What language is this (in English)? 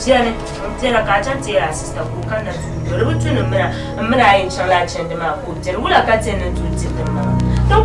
Dagbani